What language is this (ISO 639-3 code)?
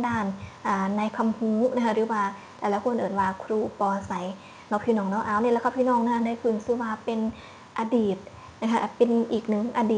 tts